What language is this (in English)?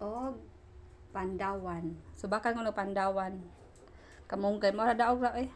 Cebuano